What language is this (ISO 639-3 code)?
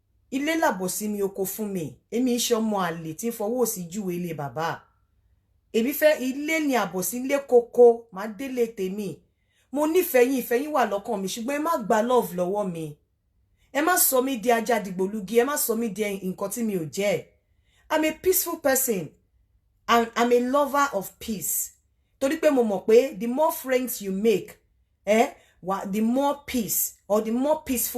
yor